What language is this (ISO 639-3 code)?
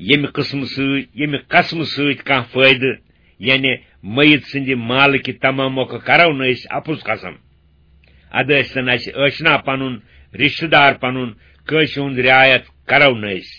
kas